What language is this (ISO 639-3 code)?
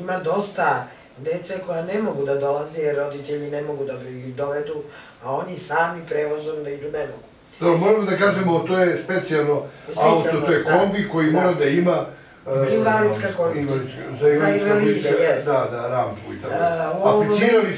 srp